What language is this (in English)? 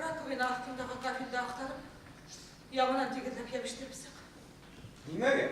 Bashkir